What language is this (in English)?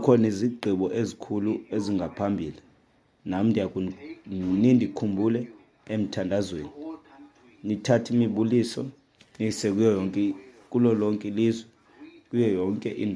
Xhosa